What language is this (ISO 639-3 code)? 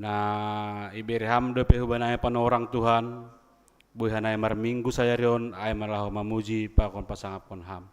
bts